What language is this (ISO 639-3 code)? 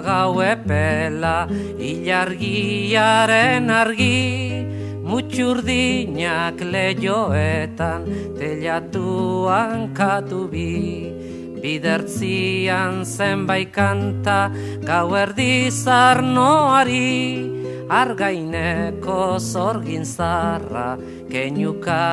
eus